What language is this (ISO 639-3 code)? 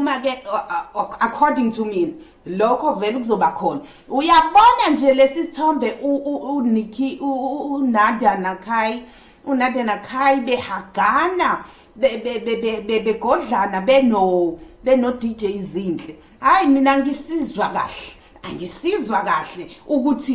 zul